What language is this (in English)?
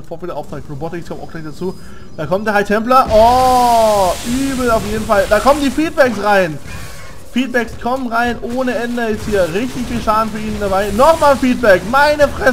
German